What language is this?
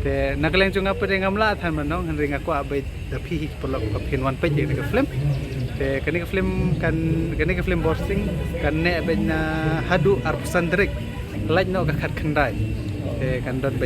Khasi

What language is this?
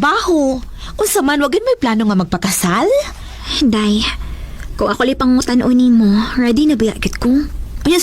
Cebuano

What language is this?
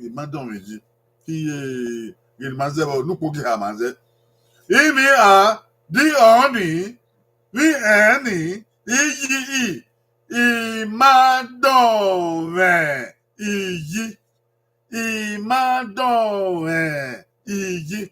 Bini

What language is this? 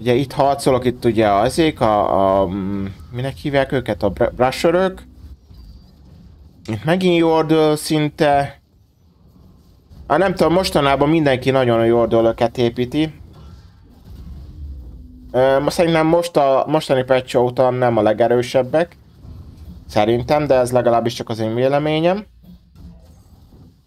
Hungarian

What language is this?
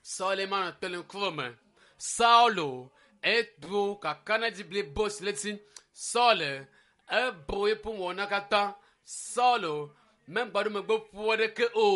Ewe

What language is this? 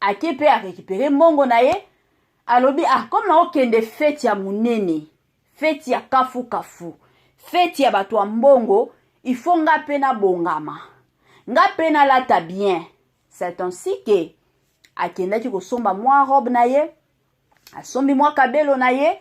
Lingala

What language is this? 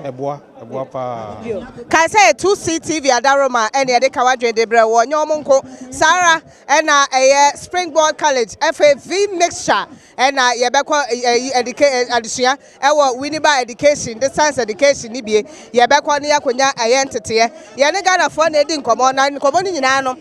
Akan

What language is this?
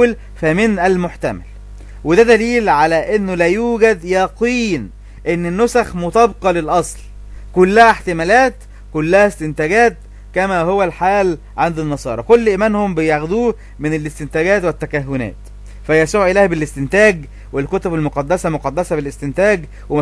Egyptian Arabic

